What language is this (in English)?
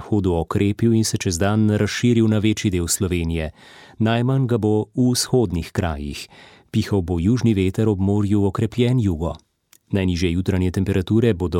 Slovenian